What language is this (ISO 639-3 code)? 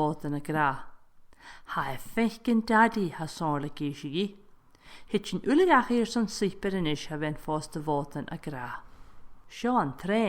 gla